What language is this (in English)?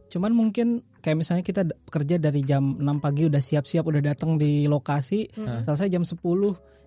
Indonesian